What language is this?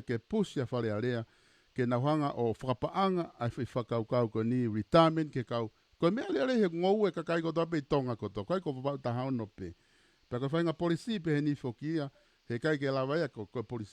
Tongan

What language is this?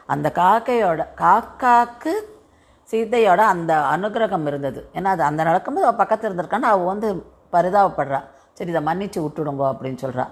Tamil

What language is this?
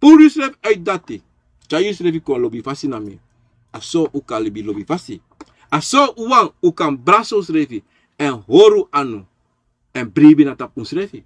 Sranan Tongo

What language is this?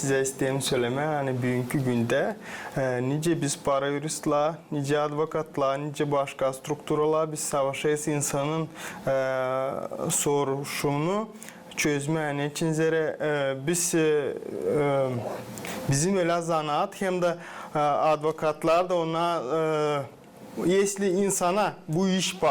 Gagauz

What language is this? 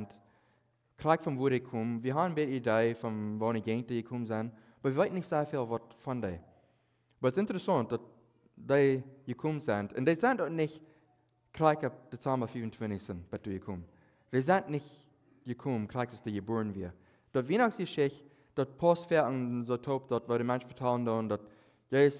Plautdietsch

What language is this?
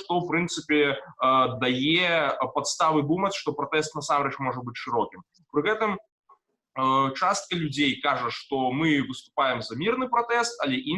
Belarusian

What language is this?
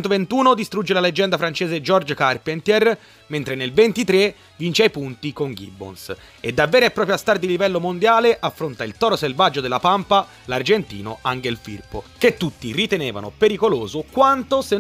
Italian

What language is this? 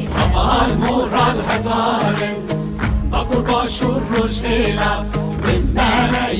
Kurdish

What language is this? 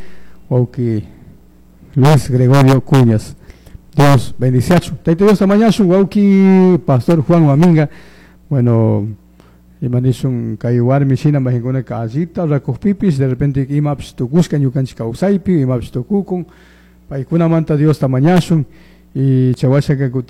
Chimborazo Highland Quichua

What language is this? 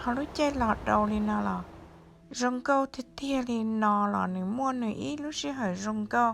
Hmong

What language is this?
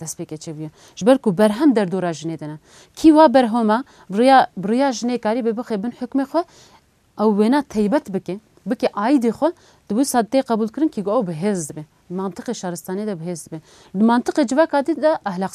Kurdish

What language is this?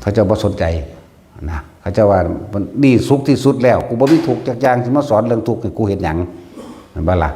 Northeastern Thai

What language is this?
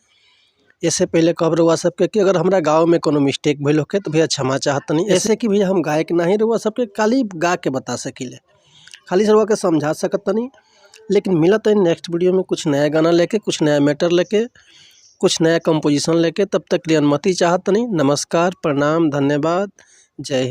Bhojpuri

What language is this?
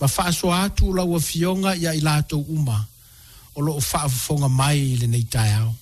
Samoan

